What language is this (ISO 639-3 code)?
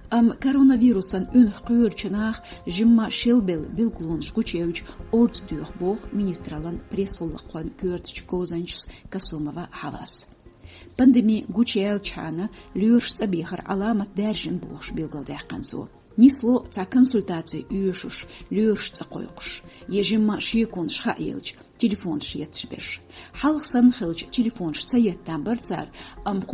che